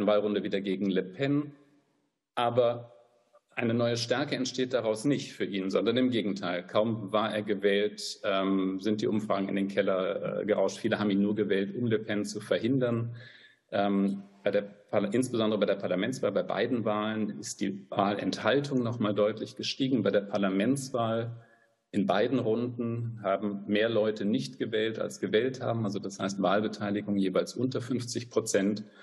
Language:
German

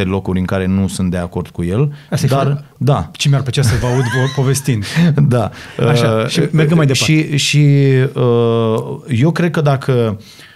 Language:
Romanian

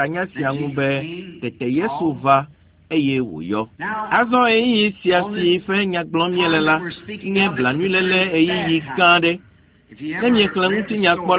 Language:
Ewe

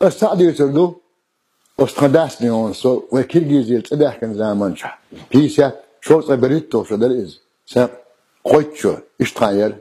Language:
Chechen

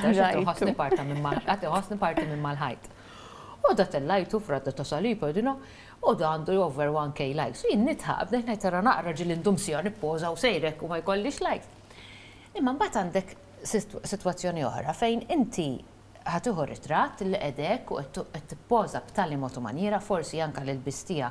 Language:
Maltese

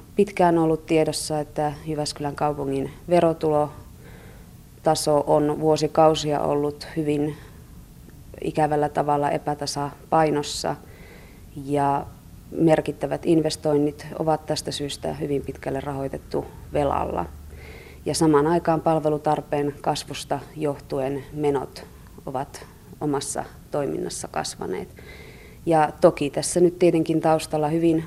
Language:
Finnish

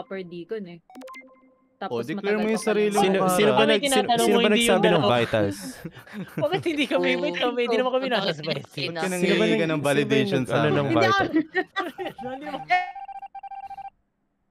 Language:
Filipino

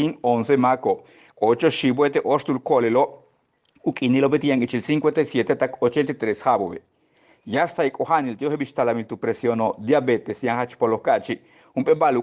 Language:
Yucateco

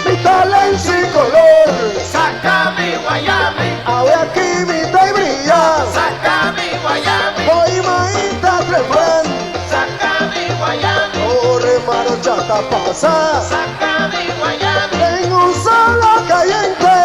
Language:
Papiamento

